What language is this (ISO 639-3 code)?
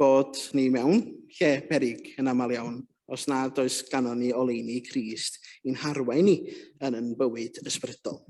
cym